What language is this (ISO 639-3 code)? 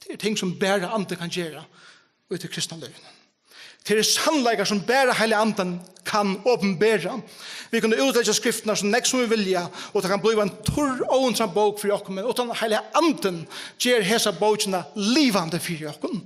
fao